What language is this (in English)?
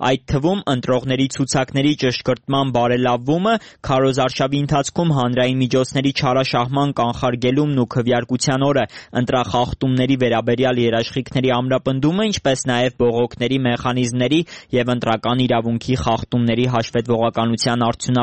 Armenian